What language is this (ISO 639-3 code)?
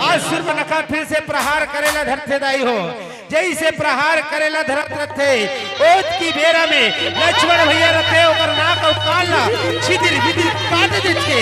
hne